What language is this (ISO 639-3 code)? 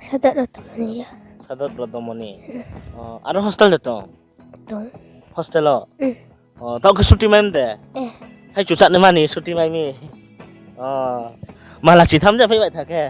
ria